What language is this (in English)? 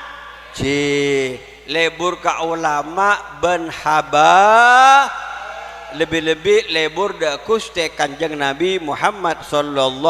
Madurese